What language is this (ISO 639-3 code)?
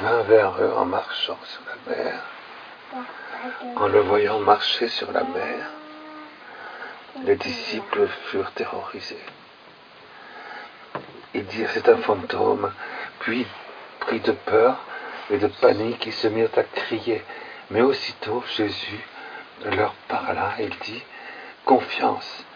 fra